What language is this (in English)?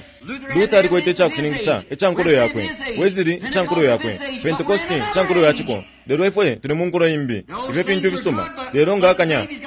Bemba